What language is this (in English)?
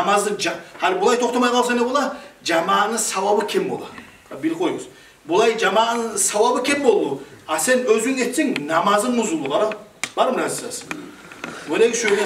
Kumyk